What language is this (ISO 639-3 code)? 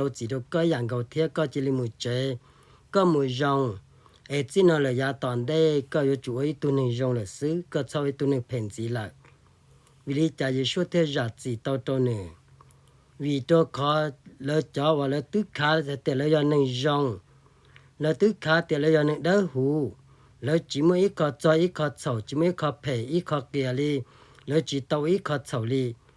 hmn